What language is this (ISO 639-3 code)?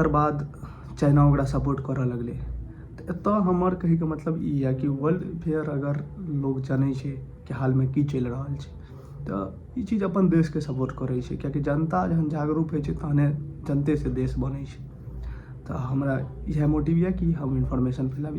mai